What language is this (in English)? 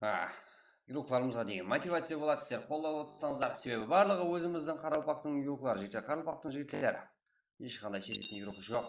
Kara-Kalpak